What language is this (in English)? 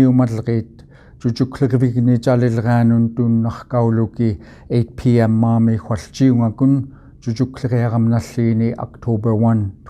Central Yupik